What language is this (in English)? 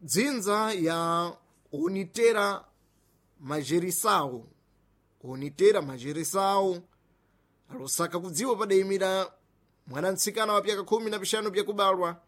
Sena